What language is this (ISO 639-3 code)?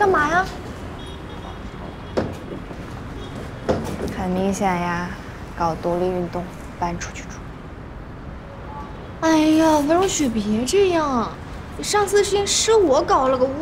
zho